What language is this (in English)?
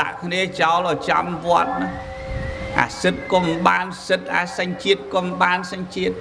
Khmer